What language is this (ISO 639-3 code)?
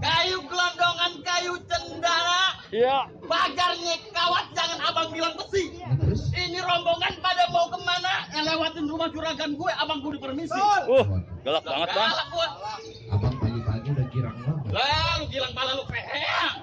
bew